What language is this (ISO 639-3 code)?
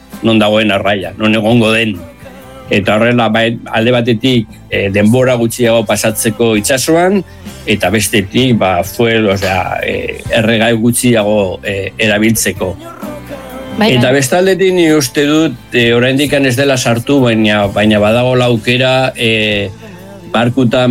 eus